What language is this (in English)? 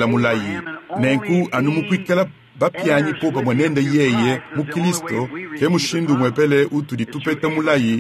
Luba-Lulua